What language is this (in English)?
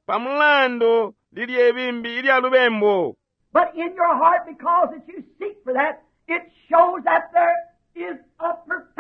Bemba